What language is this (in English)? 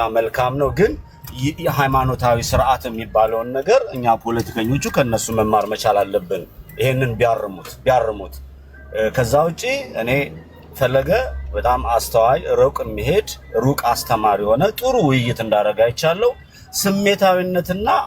Amharic